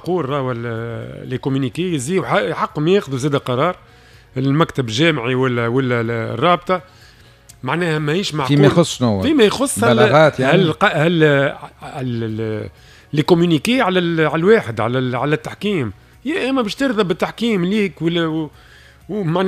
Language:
Tunisian Arabic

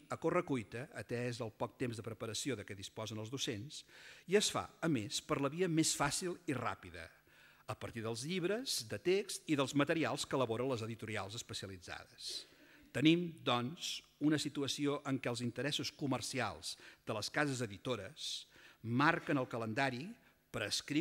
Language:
Catalan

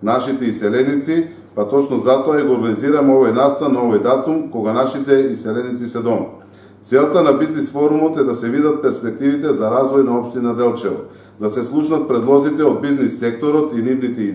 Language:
Macedonian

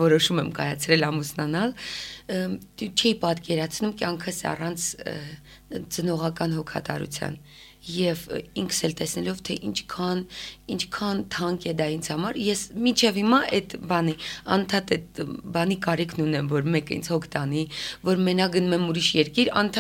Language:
Armenian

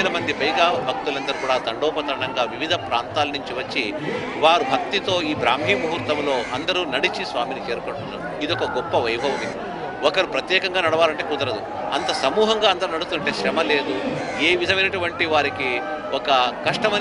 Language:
Telugu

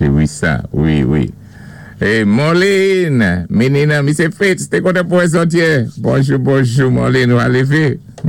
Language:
Saint Lucian Creole French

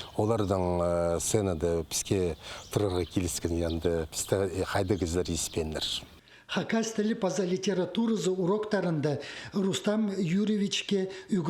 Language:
Khakas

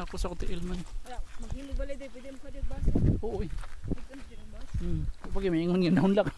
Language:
Cebuano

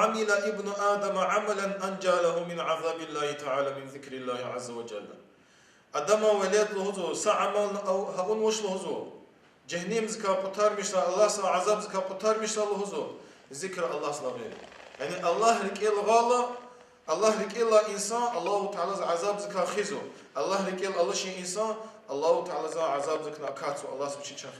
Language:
Lezghian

